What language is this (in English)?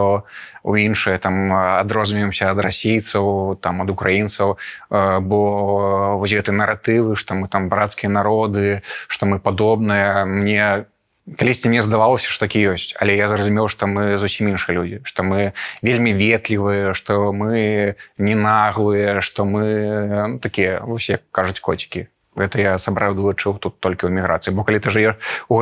Belarusian